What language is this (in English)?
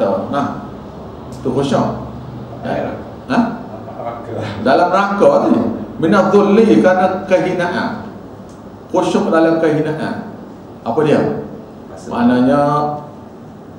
Malay